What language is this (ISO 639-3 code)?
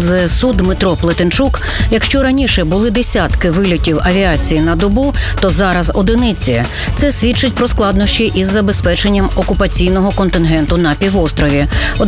ukr